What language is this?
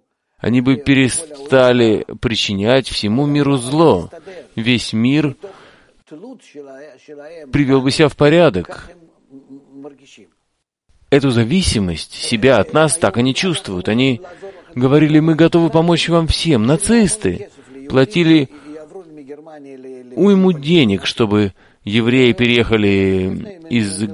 Russian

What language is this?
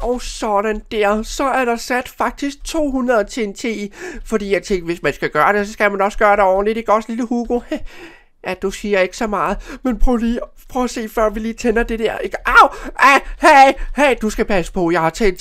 Danish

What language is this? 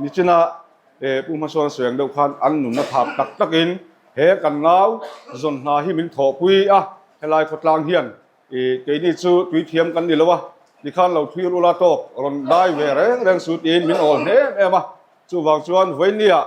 Mizo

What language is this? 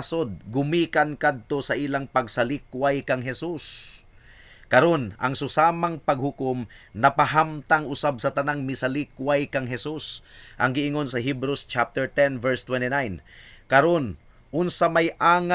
Cebuano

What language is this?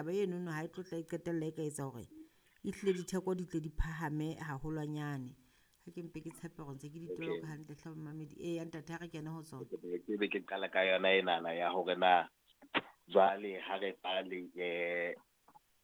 Southern Sotho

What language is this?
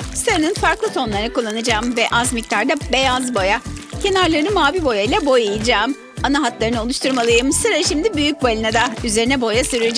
Turkish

